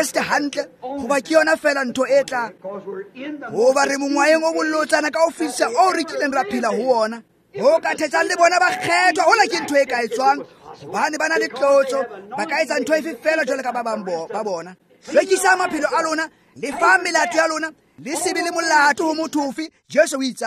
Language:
Tswana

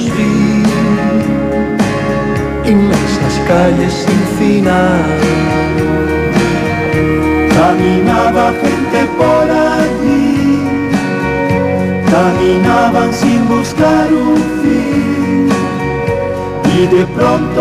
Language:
Spanish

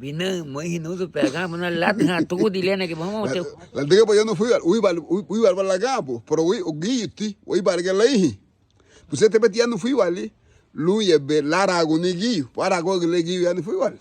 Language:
Garifuna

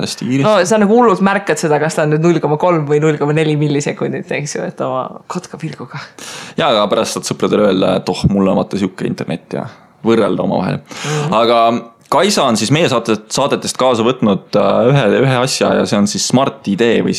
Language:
Estonian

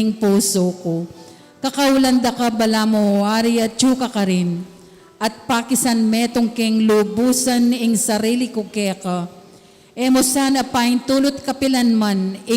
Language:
Pampanga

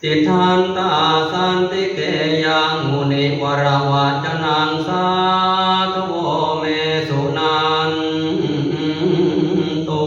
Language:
Pali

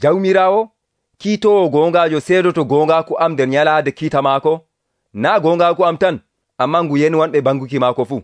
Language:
Nigerian Fulfulde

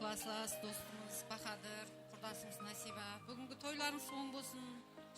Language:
Kara-Kalpak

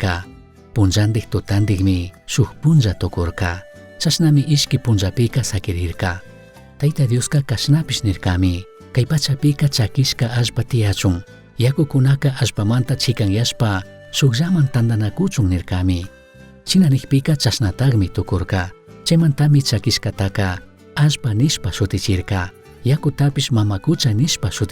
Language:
Chimborazo Highland Quichua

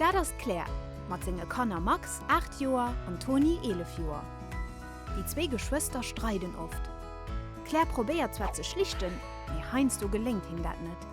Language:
Luxembourgish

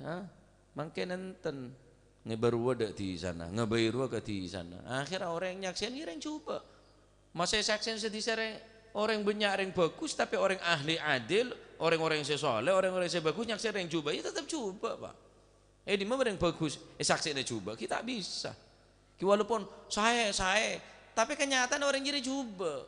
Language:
Madurese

